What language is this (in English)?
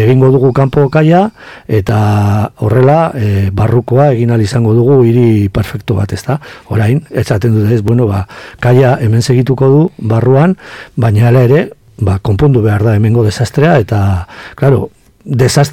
Basque